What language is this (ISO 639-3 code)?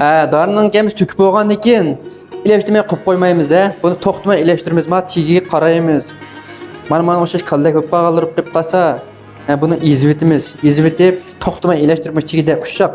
uig